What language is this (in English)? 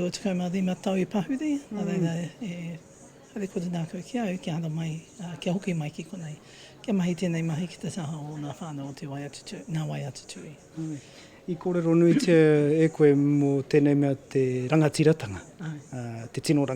Māori